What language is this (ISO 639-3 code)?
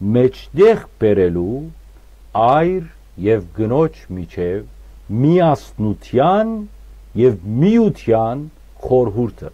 hyw